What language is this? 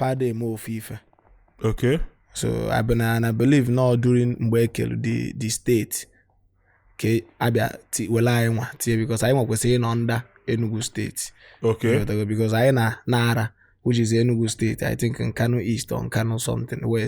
Igbo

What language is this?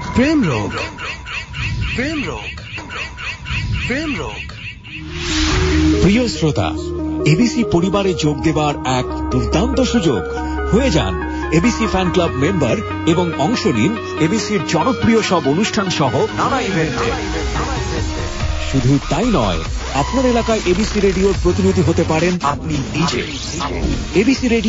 Bangla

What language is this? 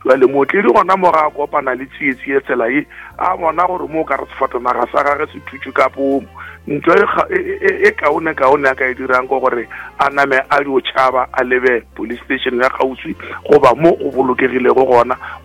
Northern Sotho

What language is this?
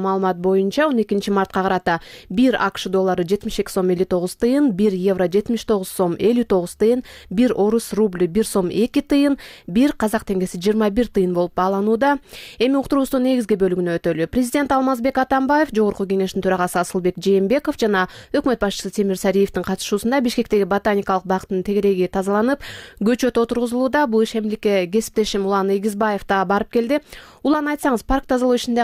Kyrgyz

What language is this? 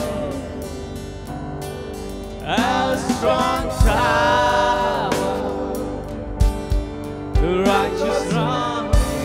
English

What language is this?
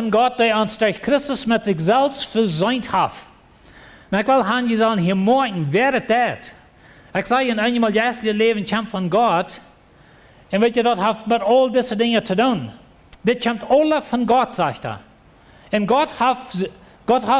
Plautdietsch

